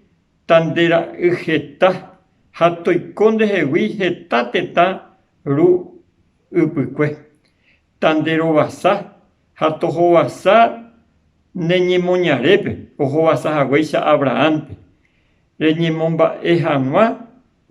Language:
Guarani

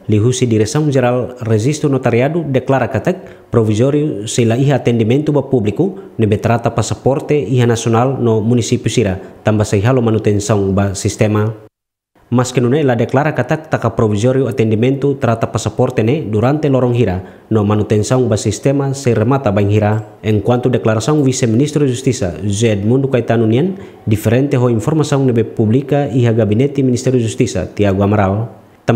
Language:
Tetum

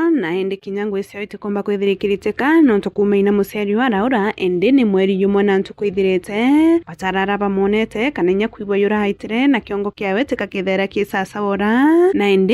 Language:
Meru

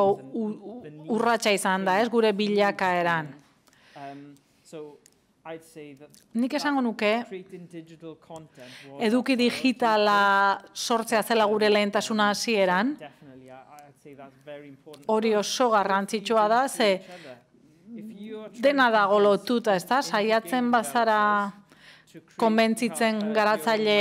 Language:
Basque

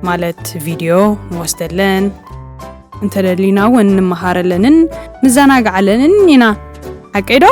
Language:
Tigrinya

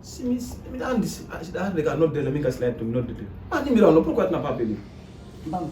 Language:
Fula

